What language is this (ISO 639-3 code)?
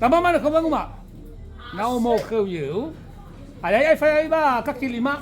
nia